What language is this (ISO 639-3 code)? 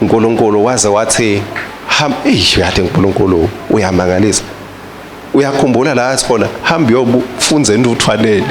ssw